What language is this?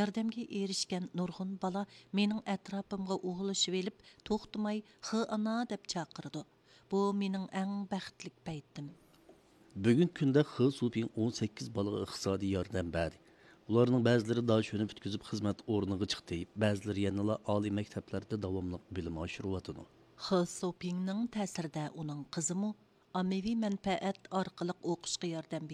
Uyghur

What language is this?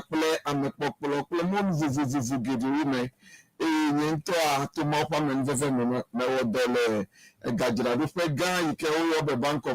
Ewe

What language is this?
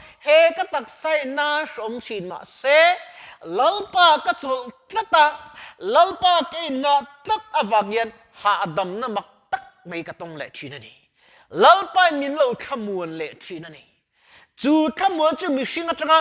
Mizo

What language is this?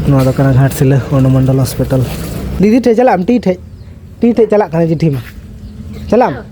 Santali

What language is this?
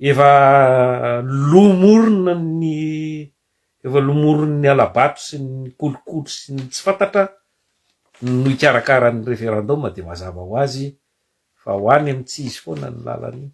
Malagasy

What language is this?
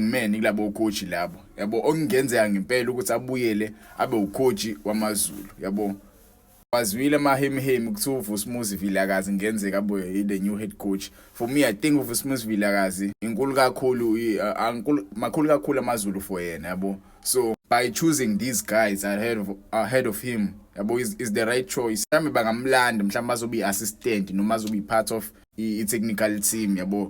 Zulu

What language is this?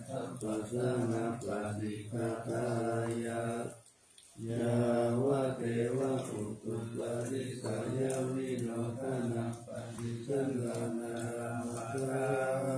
Pali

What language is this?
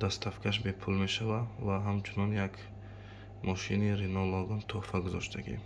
Tajik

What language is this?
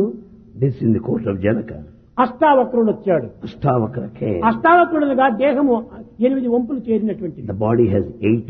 Telugu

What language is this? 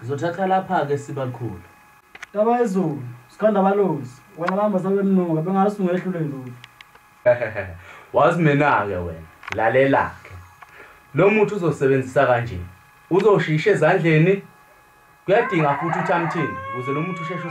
Zulu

